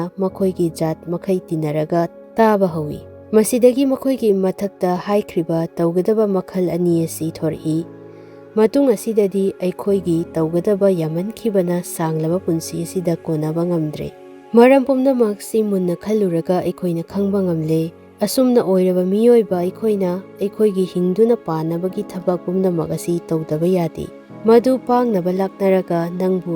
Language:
Manipuri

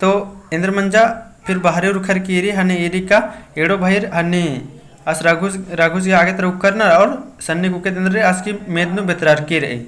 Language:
Kurukh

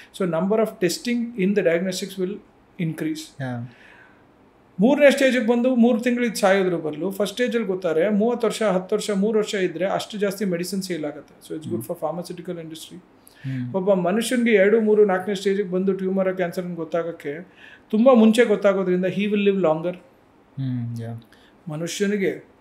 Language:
Kannada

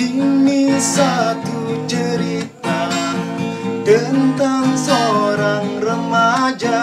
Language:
Sasak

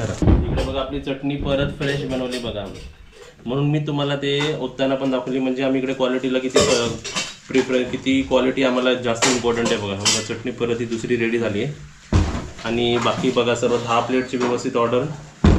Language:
Marathi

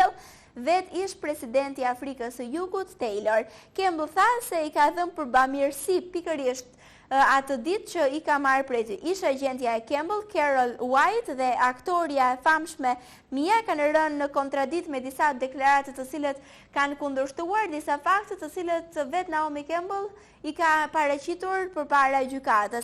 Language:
Albanian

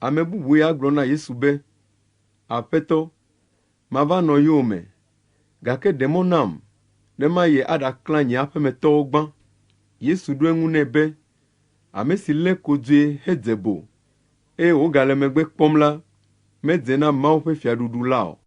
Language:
Ewe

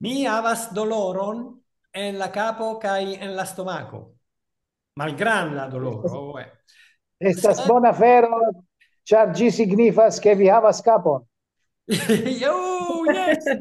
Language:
Esperanto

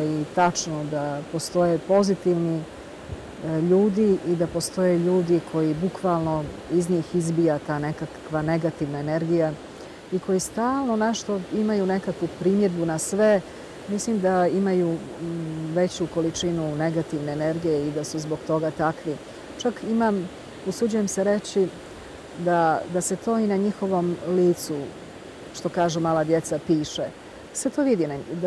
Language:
Bosnian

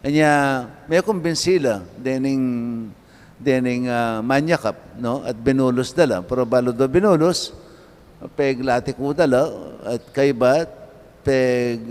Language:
Pampanga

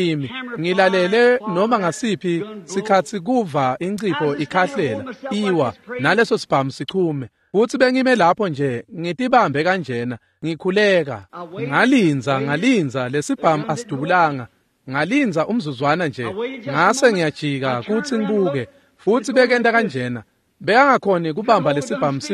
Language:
Swati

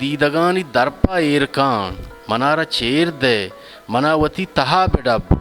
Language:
Eastern Balochi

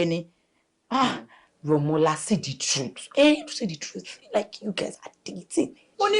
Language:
Yoruba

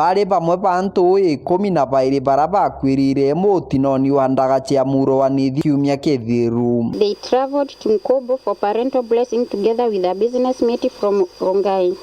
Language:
Meru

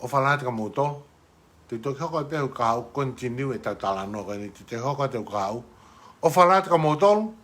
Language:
Tongan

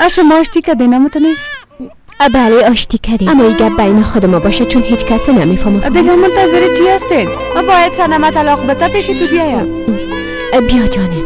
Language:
Persian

